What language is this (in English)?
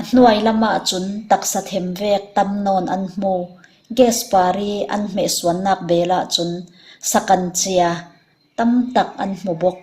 Falam Chin